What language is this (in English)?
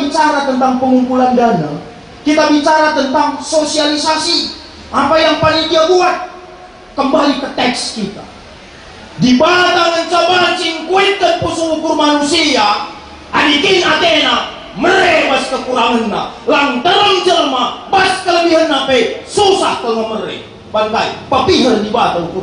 Batak Karo